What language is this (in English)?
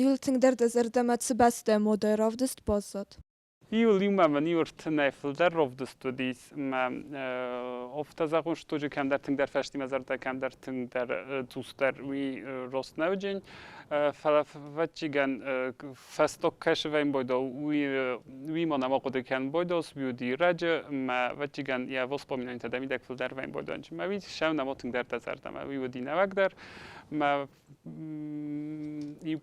Ossetic